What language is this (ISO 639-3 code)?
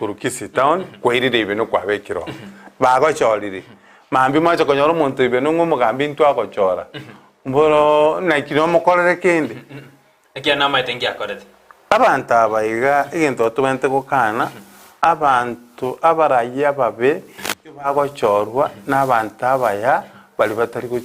guz